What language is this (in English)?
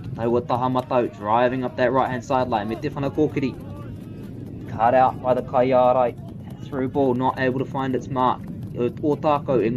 Māori